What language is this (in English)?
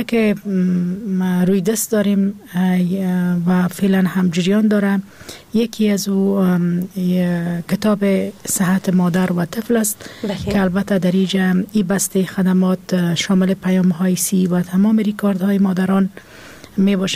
Persian